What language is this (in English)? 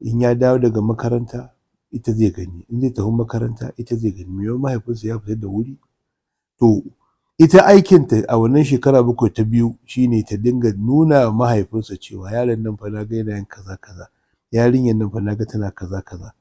Hausa